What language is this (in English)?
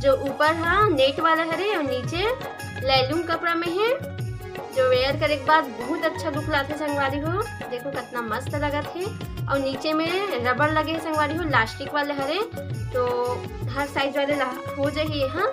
Chhattisgarhi